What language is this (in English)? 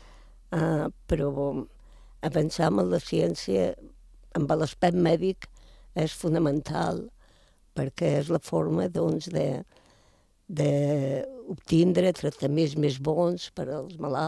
Catalan